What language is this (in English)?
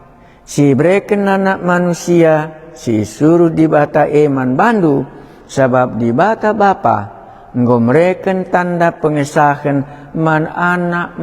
Batak Karo